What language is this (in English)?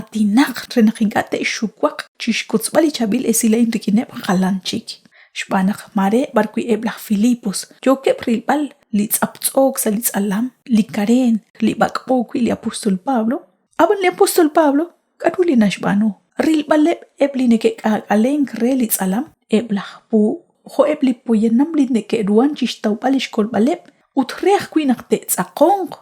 Kekchí